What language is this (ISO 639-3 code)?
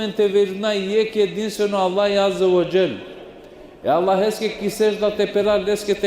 rmn